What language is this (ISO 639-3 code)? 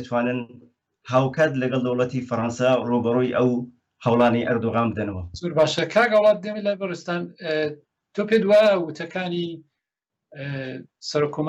ckb